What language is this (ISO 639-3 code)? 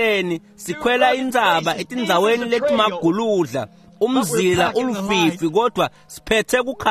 ssw